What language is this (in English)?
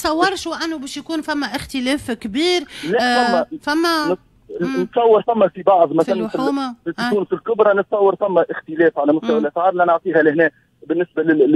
Tunisian Arabic